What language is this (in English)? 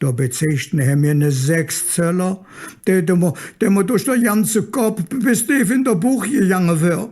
Colognian